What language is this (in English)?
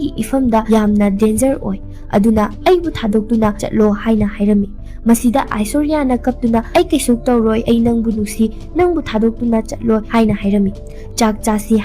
Manipuri